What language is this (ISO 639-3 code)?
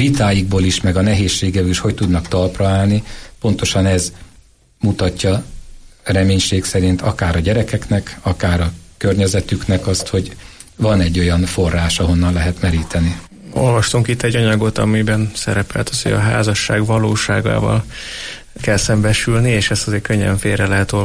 hun